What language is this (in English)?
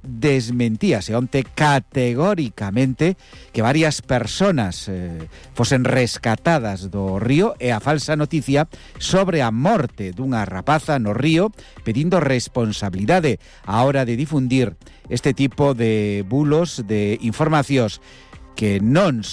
Galician